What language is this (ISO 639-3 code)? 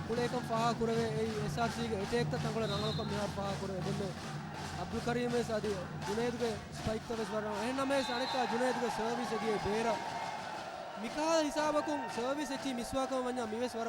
div